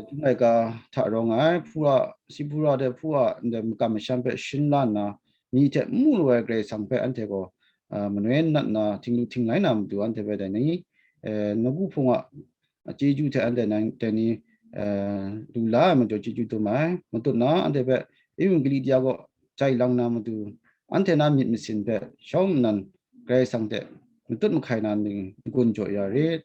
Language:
Kachin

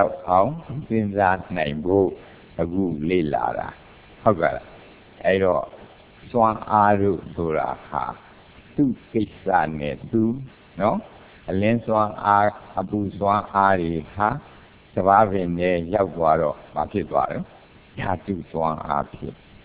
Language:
Burmese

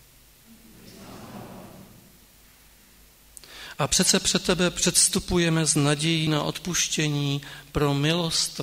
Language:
Czech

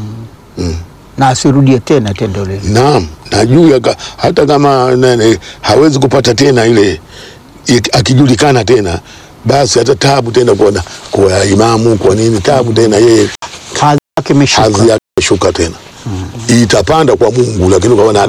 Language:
Swahili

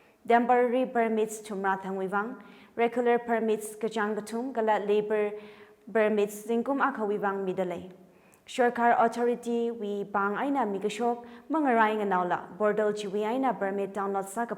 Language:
Tangkhul Naga (India)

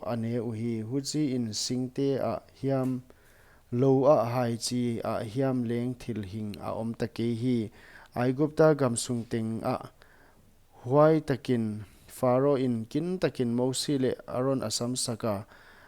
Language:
Paite Chin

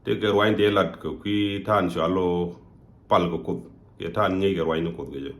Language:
Nuer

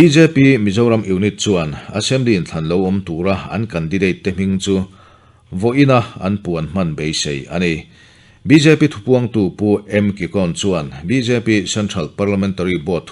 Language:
Mizo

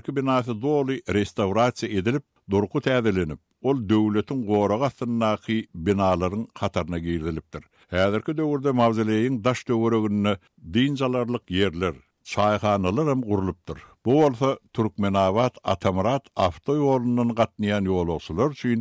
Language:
Turkmen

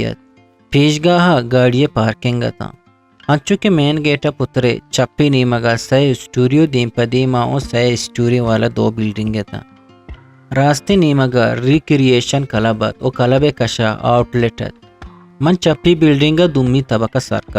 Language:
Eastern Balochi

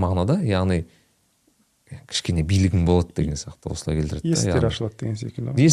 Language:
Kazakh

